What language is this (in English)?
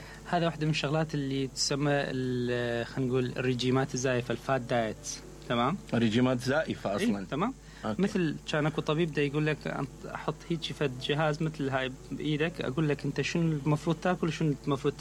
Mesopotamian Arabic